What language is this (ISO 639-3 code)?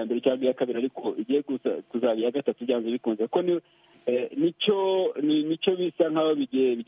kin